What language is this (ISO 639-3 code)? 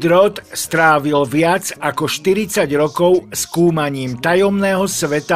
slk